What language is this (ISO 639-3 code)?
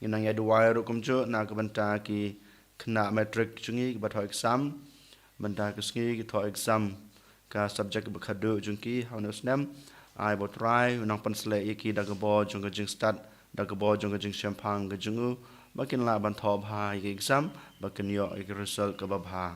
kha